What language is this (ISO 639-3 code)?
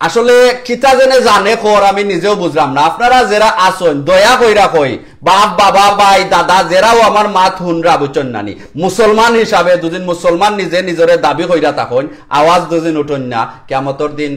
syl